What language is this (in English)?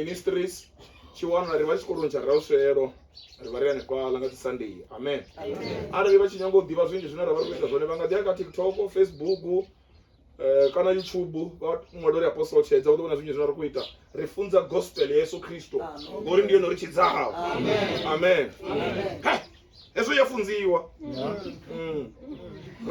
Venda